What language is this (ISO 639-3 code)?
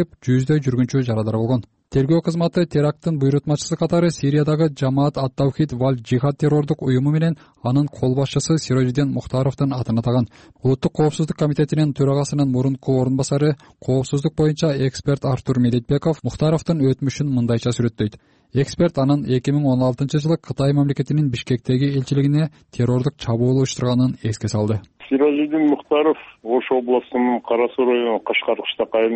kir